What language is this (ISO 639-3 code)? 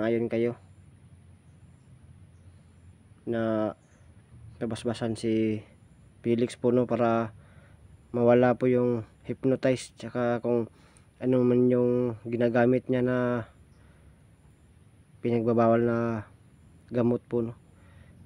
fil